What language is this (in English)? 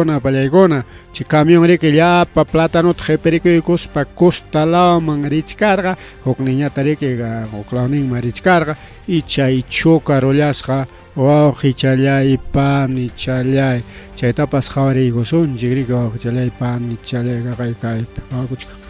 Ayacucho Quechua